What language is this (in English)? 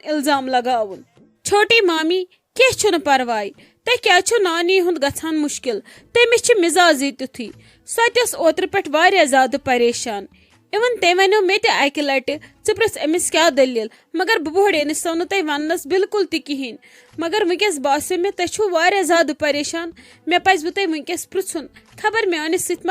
Kashmiri